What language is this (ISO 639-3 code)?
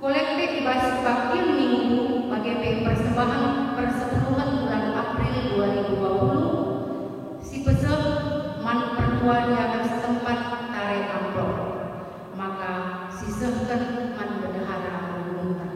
btx